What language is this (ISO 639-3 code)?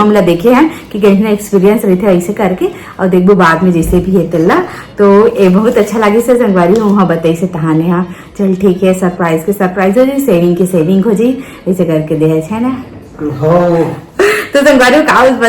hne